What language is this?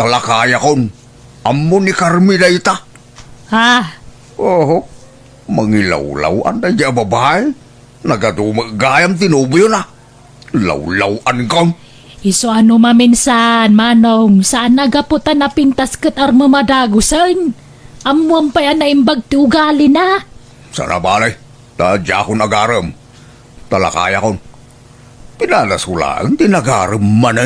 Iloko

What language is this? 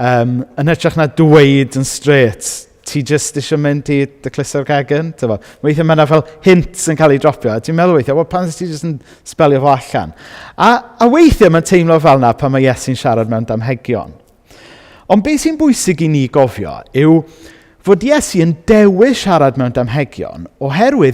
Welsh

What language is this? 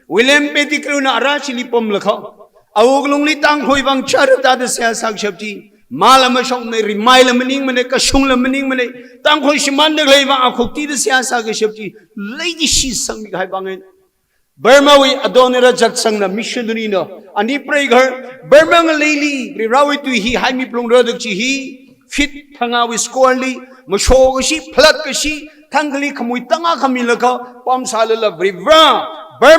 Tangkhul Naga (India)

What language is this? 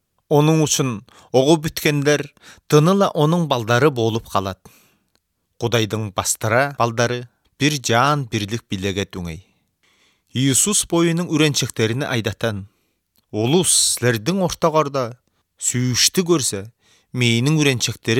Kyrgyz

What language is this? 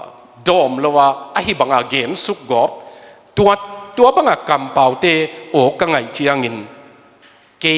Tedim Chin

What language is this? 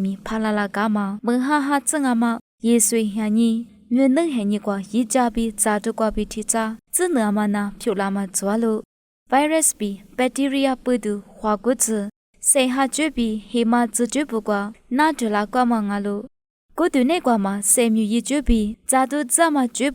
Lisu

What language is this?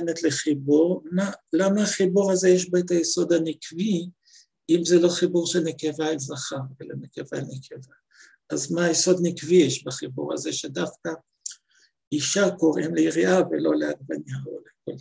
Hebrew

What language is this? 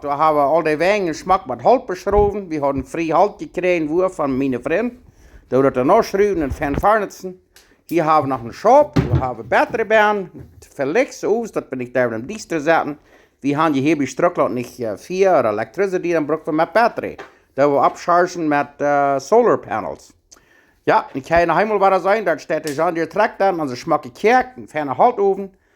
Plautdietsch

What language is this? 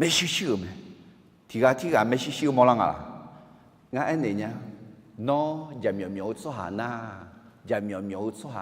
Akha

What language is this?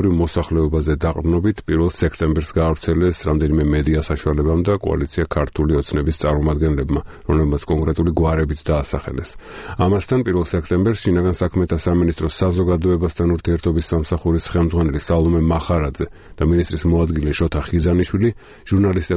Georgian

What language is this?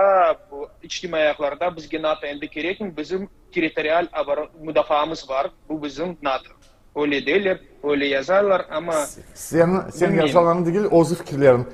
Crimean Tatar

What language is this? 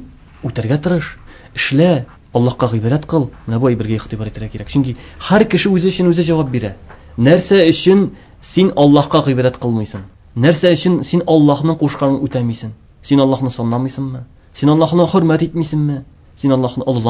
Tatar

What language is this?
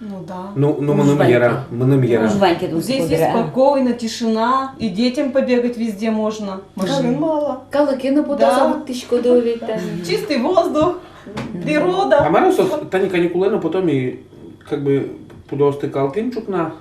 Udmurt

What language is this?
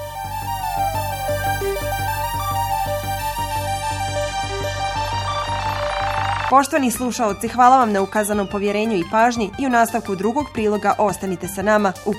Bosnian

